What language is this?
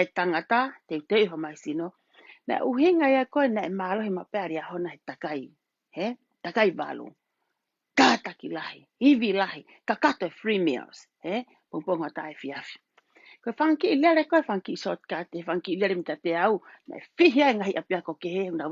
Tongan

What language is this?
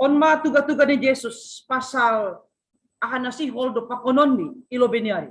Batak Simalungun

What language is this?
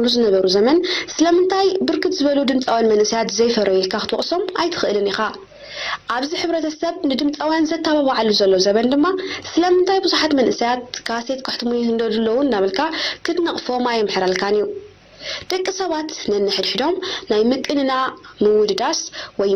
Tigrinya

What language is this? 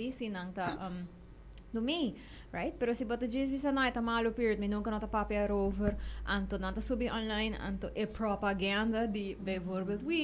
Papiamento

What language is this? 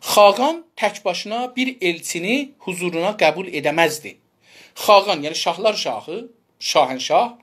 South Azerbaijani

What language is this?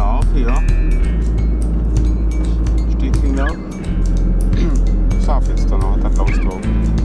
German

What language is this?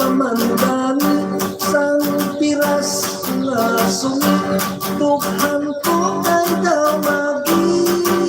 Hiligaynon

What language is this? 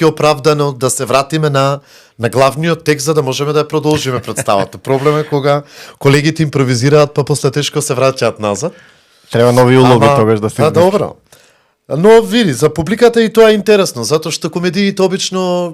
Macedonian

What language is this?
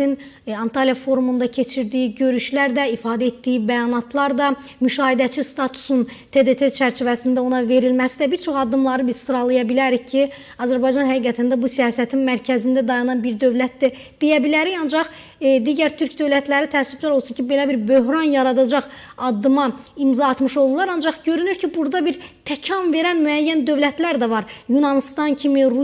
Azerbaijani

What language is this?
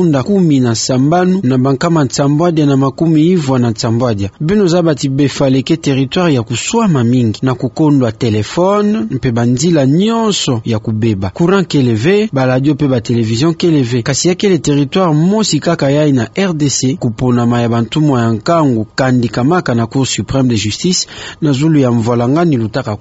Kituba (Democratic Republic of Congo)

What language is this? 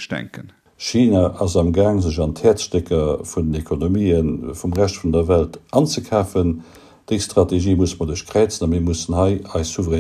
Luxembourgish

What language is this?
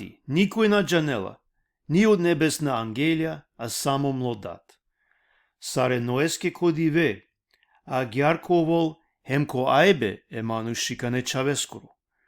Balkan Romani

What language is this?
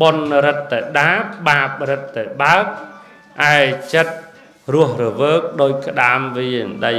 Khmer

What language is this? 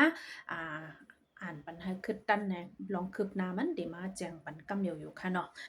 Shan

